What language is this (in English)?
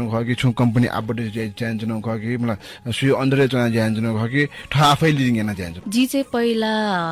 Newari